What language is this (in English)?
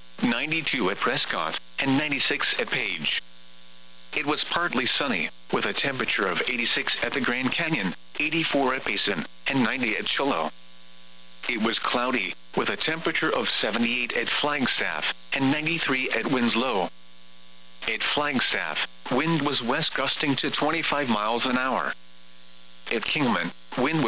English